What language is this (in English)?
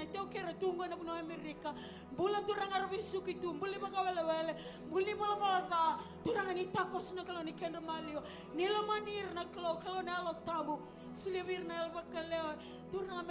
Fijian